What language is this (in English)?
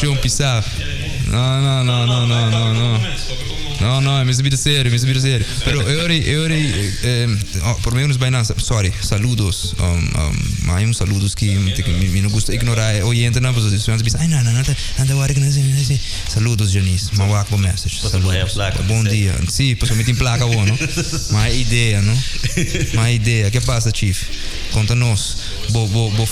Papiamento